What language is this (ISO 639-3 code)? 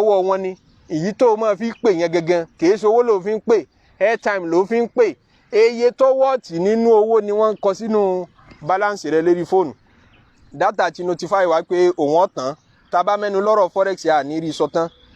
yor